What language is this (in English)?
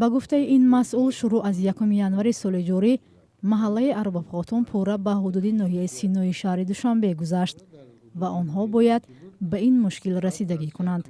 Tajik